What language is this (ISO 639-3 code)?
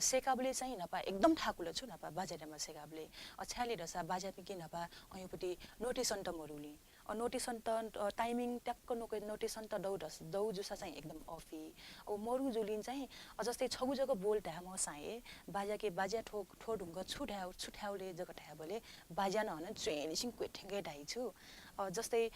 new